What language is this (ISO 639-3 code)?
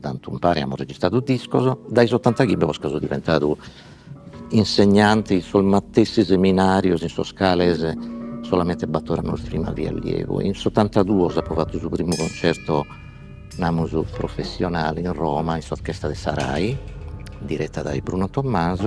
srd